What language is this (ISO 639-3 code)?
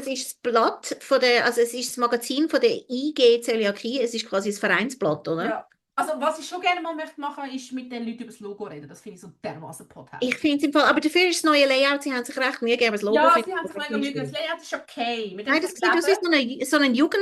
gsw